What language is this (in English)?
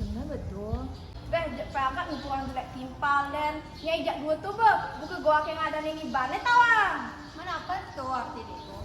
Balinese